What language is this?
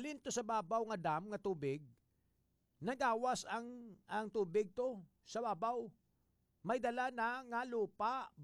Hiligaynon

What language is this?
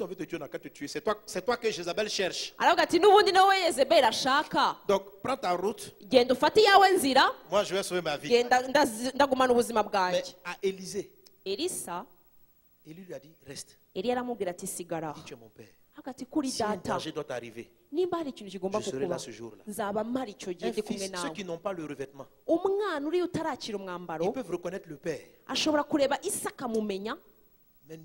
Kinyarwanda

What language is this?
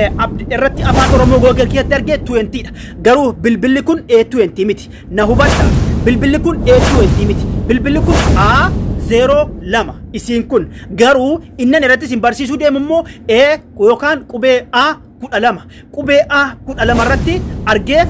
Oromo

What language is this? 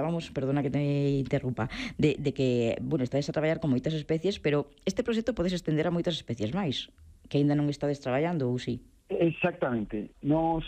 Galician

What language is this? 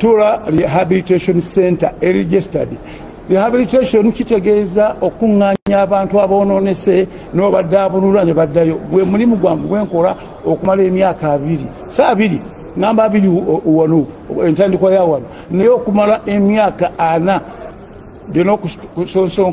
Ganda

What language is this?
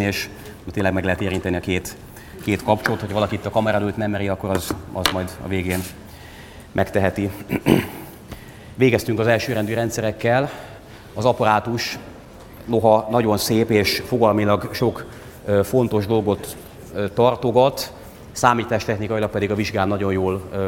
Hungarian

